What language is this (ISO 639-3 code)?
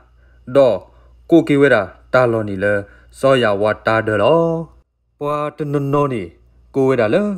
ksw